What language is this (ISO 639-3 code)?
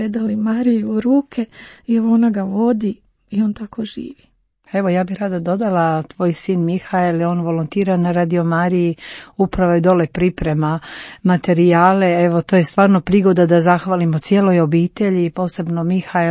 hrv